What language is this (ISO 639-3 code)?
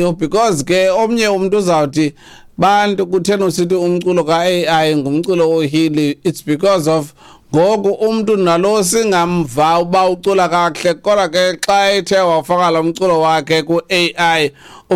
xho